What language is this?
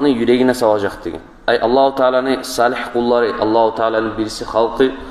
Kumyk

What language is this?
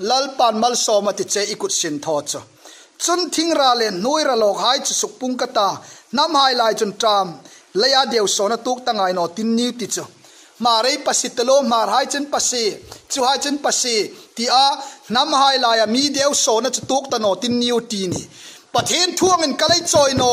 Hmar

